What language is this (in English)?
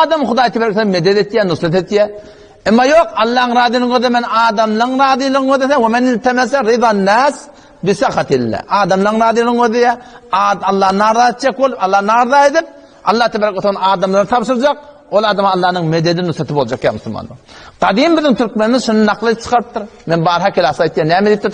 Turkmen